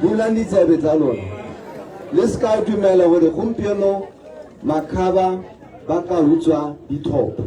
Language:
Tswana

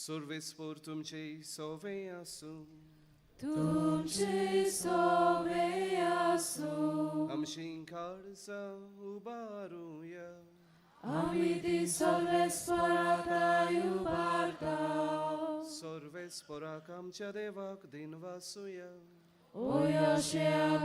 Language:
Konkani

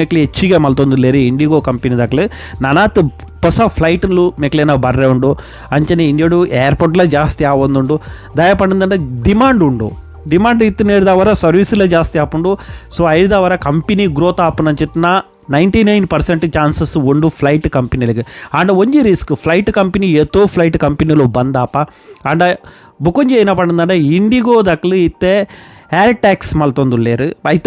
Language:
Tulu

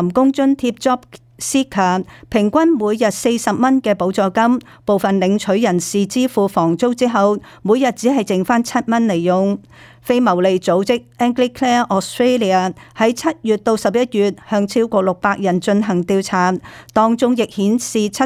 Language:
Cantonese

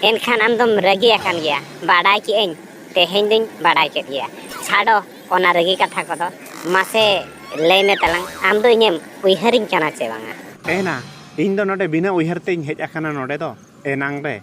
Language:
Santali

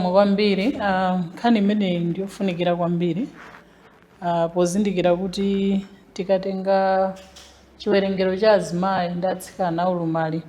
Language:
Nyanja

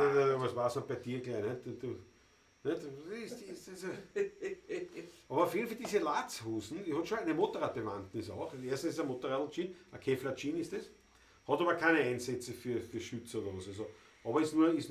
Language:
Bavarian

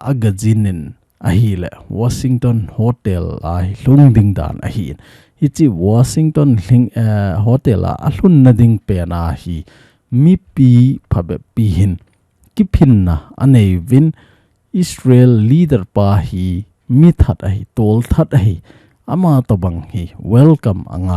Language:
Thado Chin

